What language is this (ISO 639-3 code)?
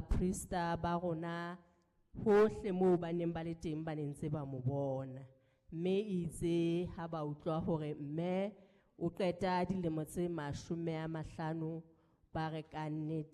sot